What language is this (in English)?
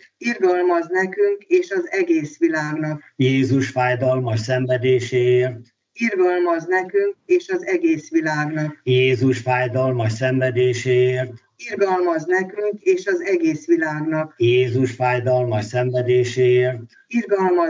Hungarian